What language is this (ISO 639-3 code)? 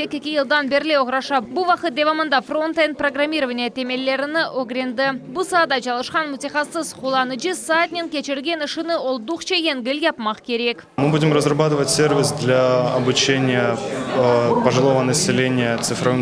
crh